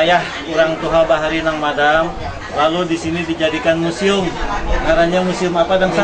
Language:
Banjar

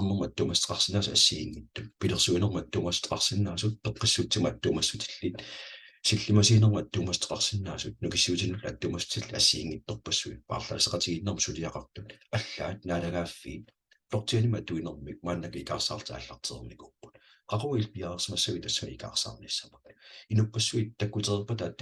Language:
Kalaallisut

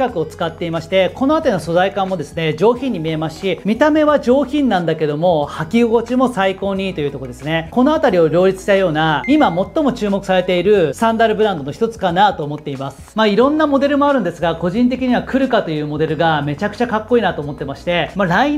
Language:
Japanese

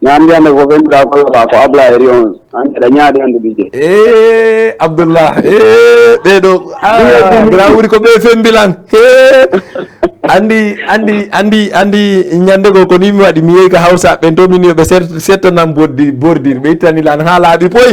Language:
Fula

